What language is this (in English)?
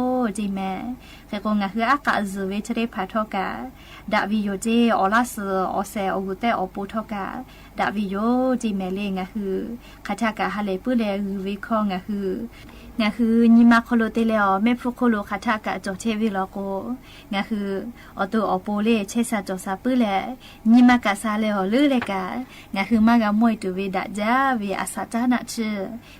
Lahu